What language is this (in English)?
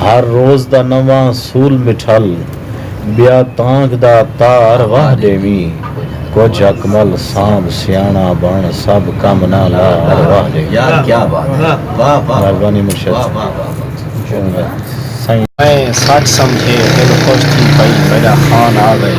Saraiki